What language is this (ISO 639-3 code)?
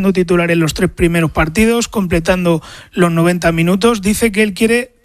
spa